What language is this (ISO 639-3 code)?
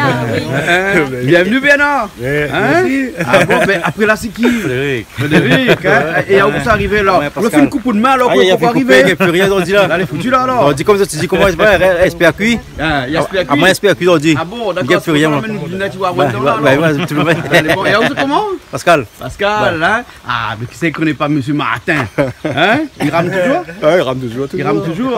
rcf